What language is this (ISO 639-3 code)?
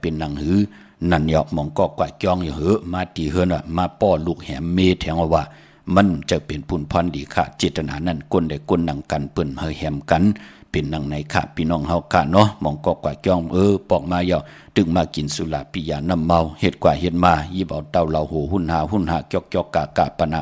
shn